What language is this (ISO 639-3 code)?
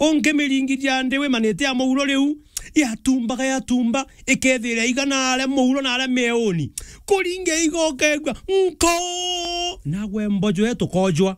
mer